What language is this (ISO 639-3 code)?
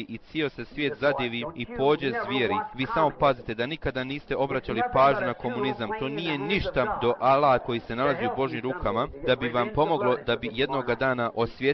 bos